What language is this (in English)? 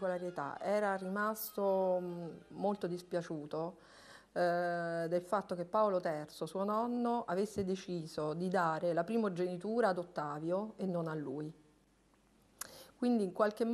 Italian